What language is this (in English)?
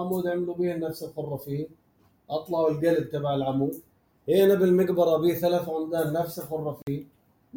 North Levantine Arabic